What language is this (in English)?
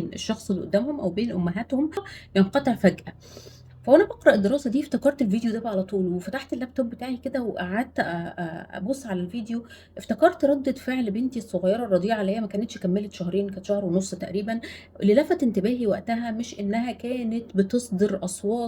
Egyptian Arabic